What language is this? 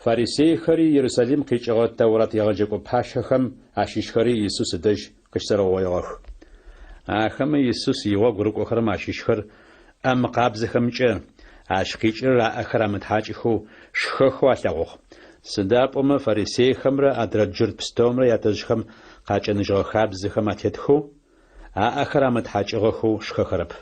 Adyghe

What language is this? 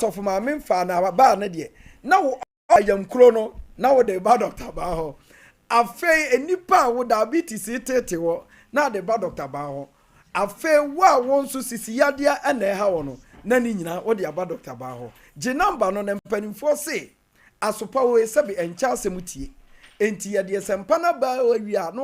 Akan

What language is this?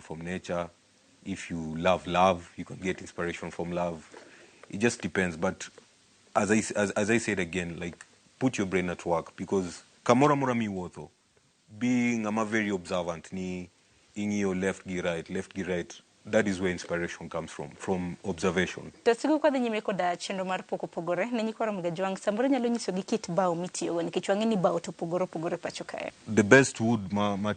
Luo (Kenya and Tanzania)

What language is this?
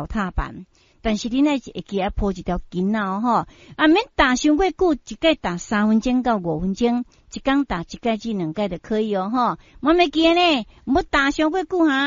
Min Nan Chinese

